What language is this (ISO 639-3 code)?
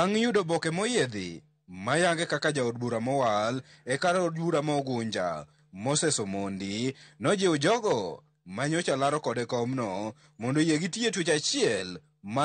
luo